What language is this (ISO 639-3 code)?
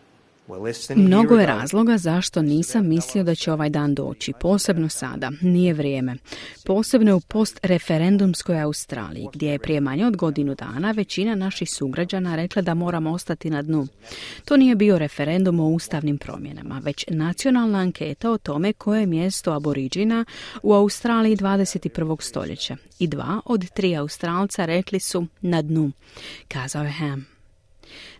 hrv